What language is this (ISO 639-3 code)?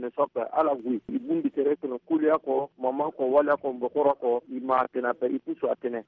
sag